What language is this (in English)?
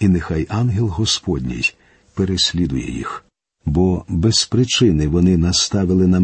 Ukrainian